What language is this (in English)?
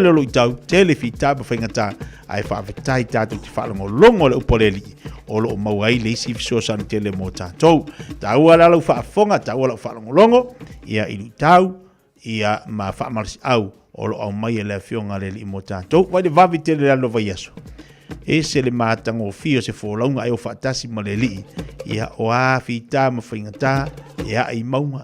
Samoan